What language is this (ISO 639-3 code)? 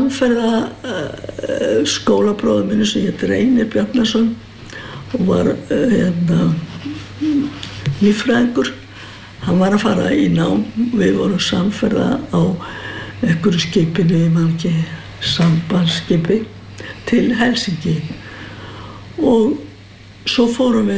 isl